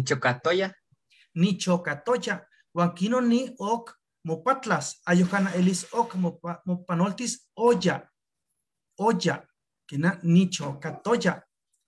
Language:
Eastern Huasteca Nahuatl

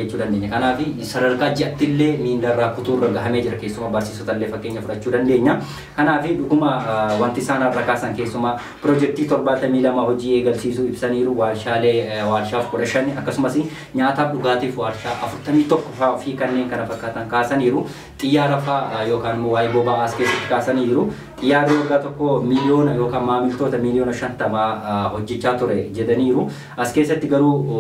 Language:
Oromo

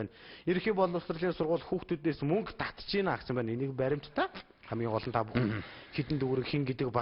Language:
Mongolian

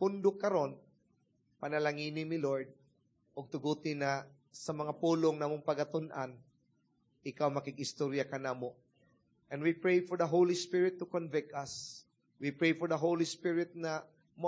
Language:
Cebuano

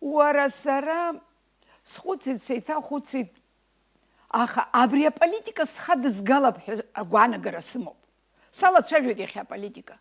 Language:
Abkhazian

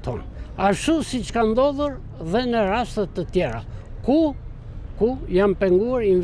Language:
Albanian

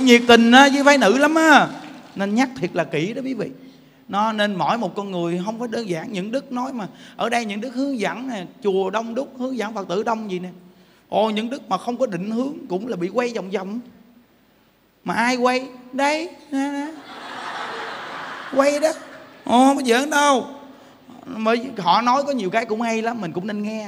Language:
Vietnamese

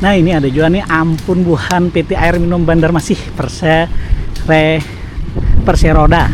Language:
Banjar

